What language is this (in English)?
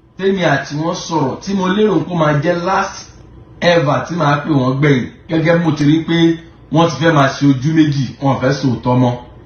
Yoruba